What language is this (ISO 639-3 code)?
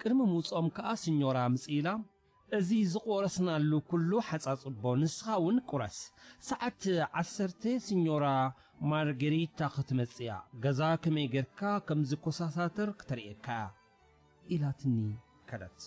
tir